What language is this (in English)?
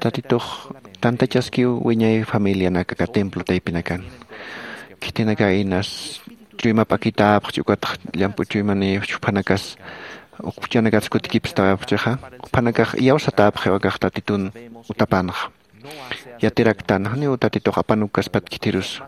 Aymara